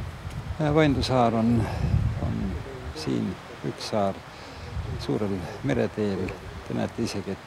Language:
Estonian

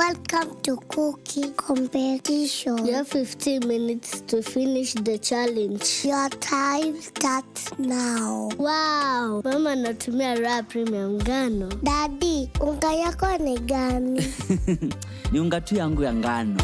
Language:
Meru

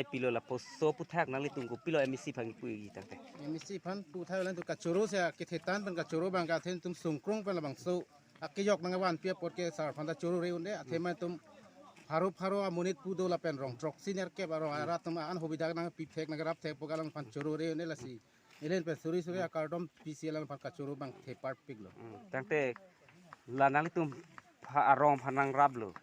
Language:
Karbi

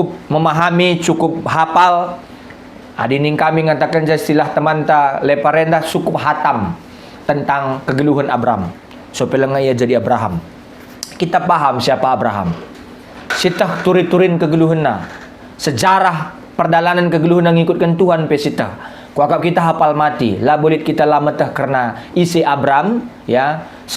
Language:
Batak Karo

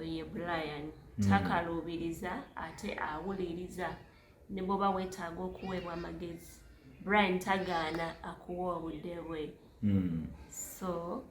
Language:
Ganda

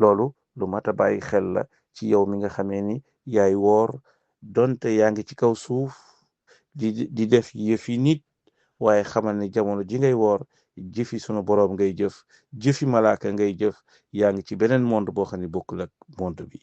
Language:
Wolof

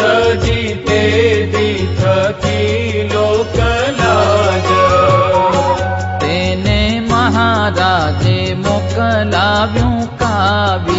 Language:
Gujarati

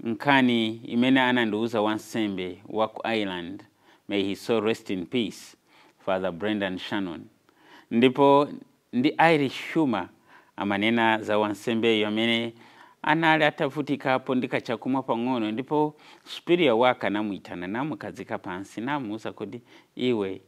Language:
Nyanja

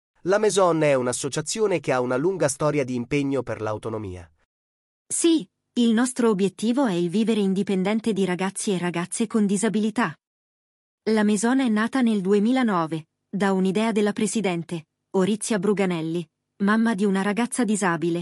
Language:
Italian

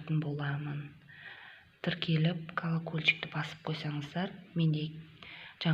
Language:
Kazakh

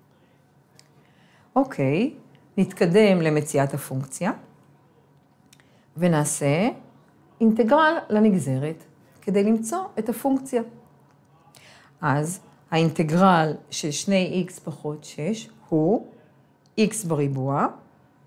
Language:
Hebrew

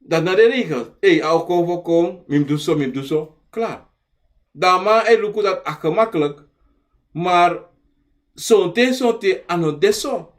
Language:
Sranan Tongo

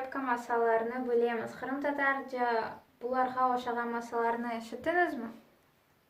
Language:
Crimean Tatar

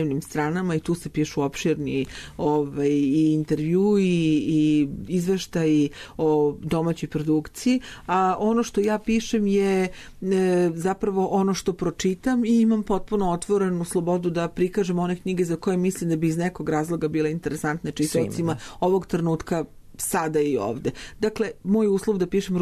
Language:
Serbian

